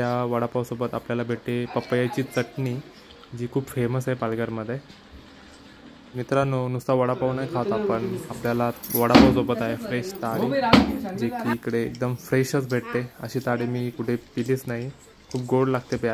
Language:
Marathi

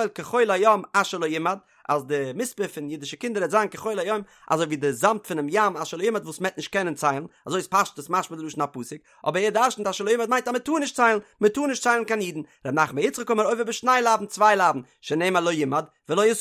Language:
Yiddish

